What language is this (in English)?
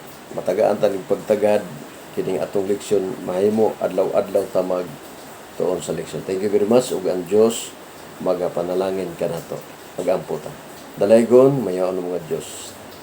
Cebuano